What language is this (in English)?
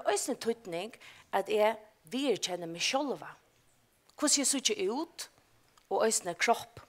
Faroese